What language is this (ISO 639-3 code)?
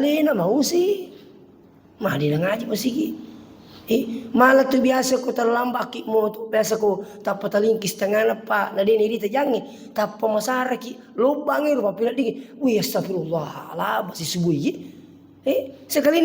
bug